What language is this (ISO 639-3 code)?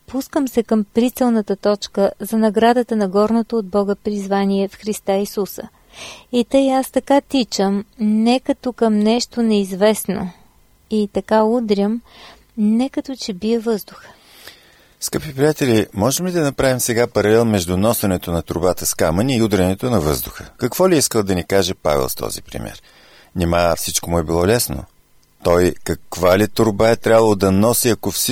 bul